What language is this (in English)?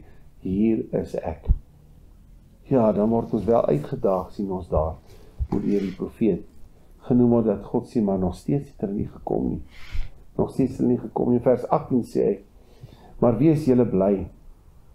Afrikaans